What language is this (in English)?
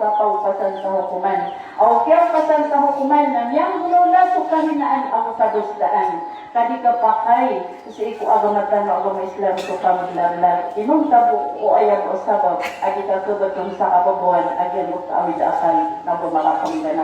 Maranao